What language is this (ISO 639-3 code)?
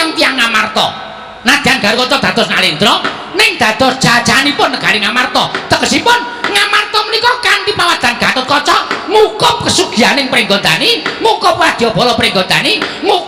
jav